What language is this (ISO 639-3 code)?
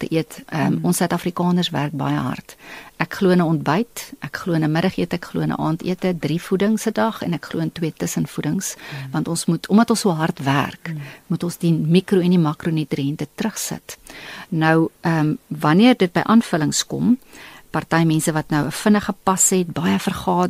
afr